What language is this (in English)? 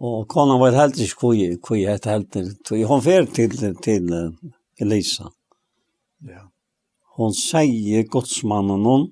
Faroese